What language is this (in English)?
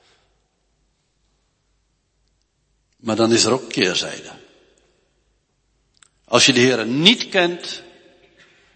Dutch